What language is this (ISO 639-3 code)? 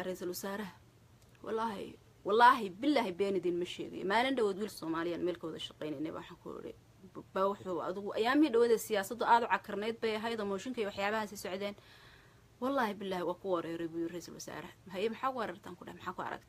som